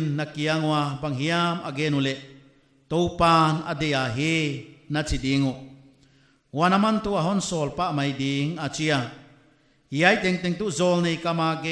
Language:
Paite Chin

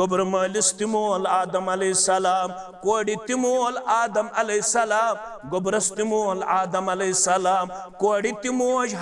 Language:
Kashmiri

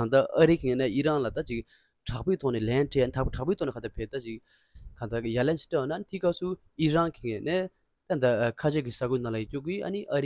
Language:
Tibetan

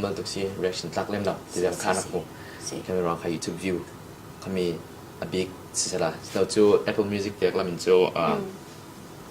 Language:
Falam Chin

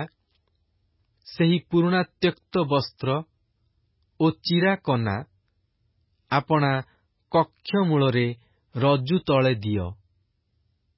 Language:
Odia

